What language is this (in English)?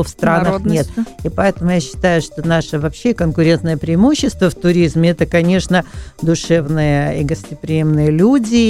Russian